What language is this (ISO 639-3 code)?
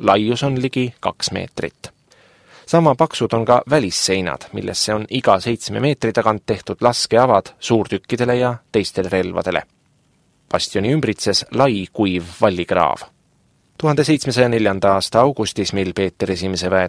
est